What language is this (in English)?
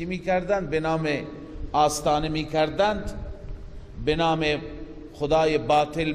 Persian